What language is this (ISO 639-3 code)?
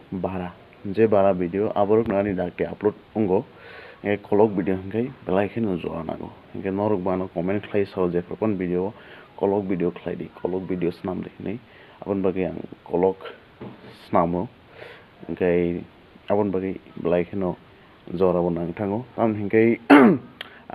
trp